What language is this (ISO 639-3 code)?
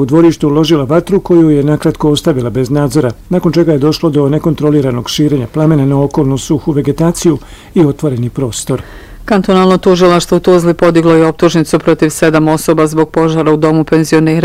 bos